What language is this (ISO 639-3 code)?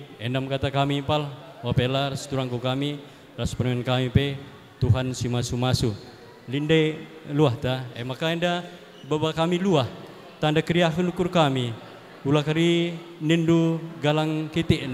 btx